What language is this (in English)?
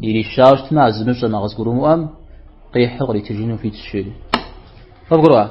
Kabardian